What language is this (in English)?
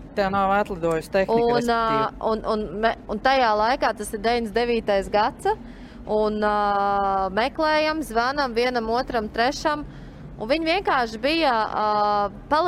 Latvian